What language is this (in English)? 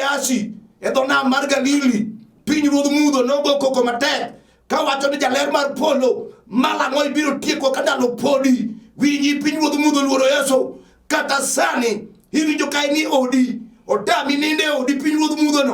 Luo (Kenya and Tanzania)